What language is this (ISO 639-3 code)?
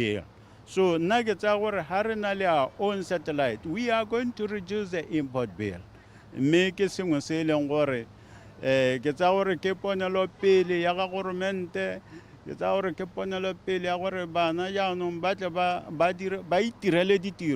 tsn